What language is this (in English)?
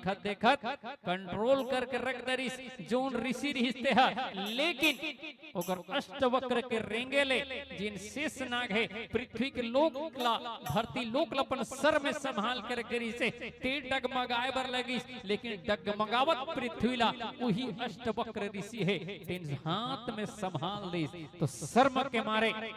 Chhattisgarhi